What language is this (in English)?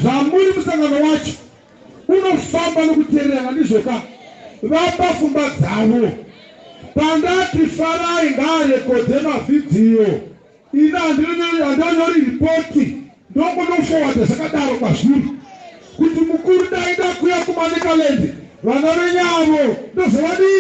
Shona